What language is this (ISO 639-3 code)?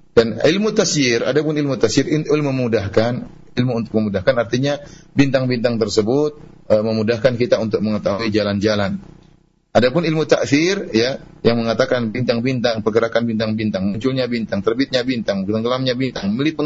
ind